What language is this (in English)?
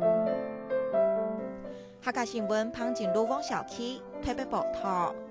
Hakka Chinese